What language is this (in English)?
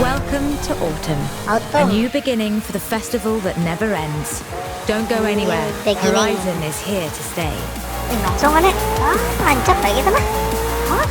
Banjar